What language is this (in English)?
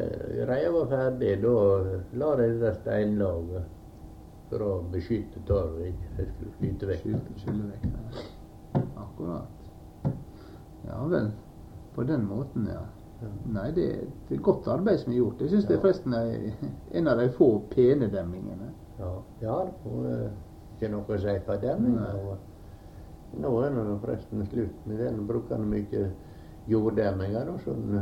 Norwegian